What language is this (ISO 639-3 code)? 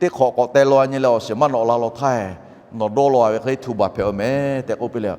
lhu